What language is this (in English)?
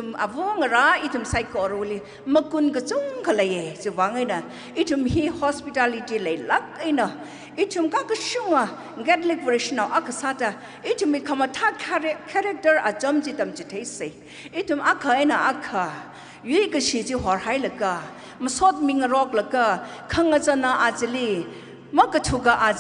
Tangkhul Naga (India)